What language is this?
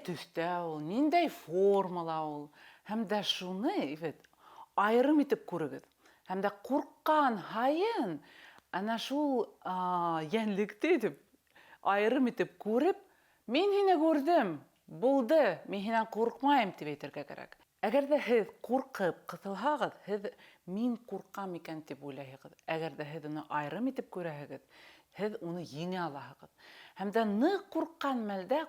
Bashkir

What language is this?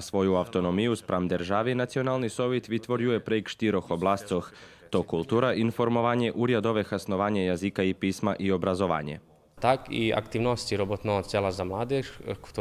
Rusyn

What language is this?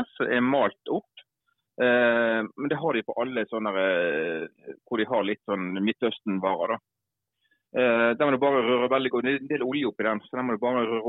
Norwegian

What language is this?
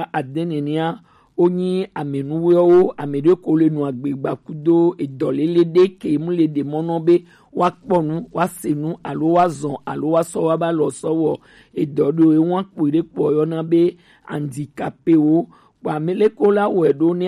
Gen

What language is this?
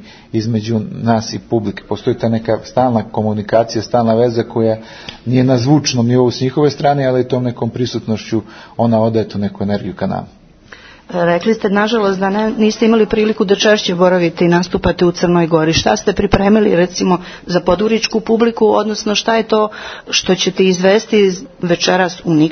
Serbian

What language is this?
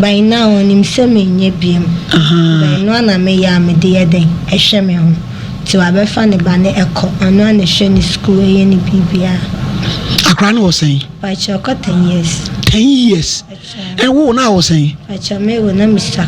Akan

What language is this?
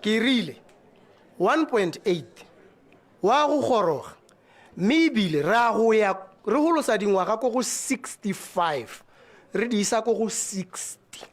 Tswana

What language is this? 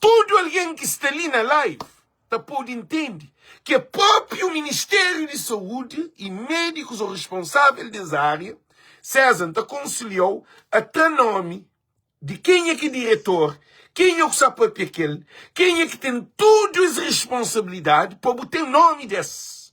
Kabuverdianu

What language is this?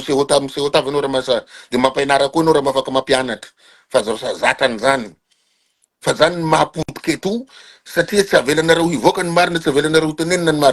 Malagasy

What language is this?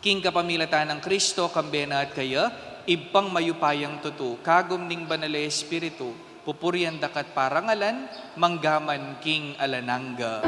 Pampanga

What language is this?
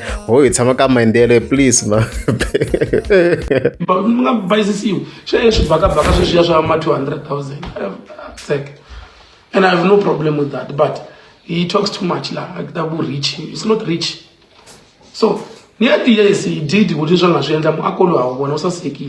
Tsonga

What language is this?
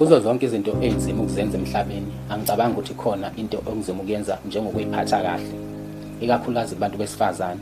Zulu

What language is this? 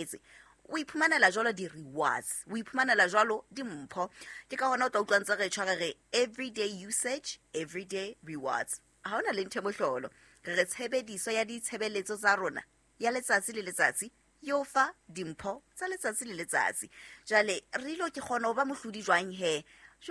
Southern Sotho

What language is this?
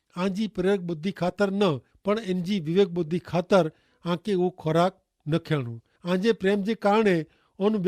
Kachhi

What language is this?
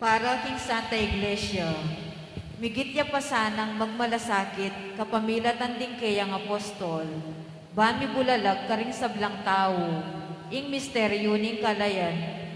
Pampanga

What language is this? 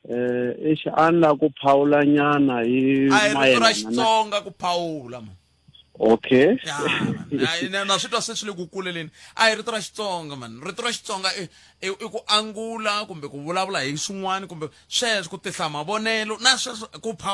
Tsonga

